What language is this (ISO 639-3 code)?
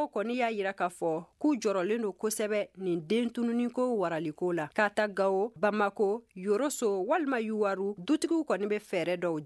bam